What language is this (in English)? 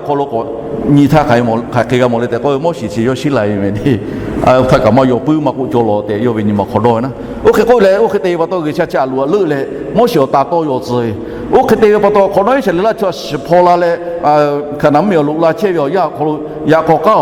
Lahu